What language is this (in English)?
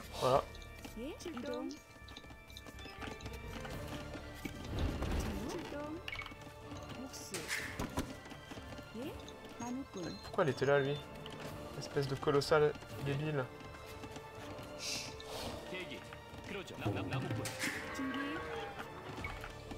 French